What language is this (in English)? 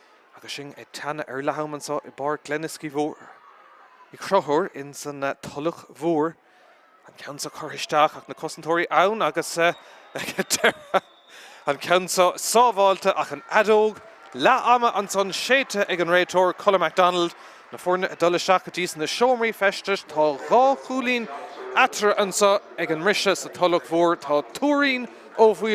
Irish